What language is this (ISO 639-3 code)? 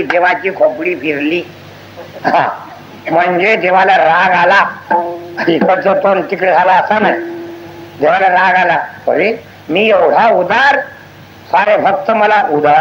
mar